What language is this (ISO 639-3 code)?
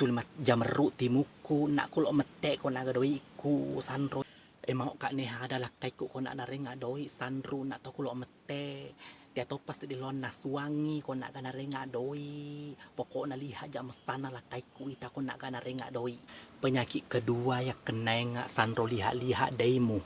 bug